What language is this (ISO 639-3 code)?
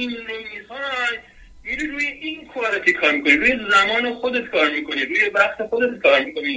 fas